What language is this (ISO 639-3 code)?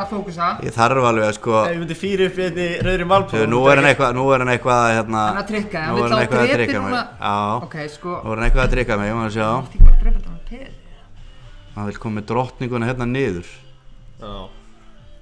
isl